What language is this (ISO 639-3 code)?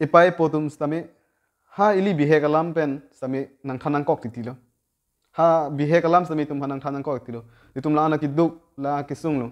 mjw